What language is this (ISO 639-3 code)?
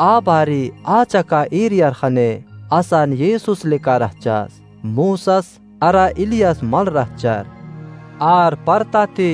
kru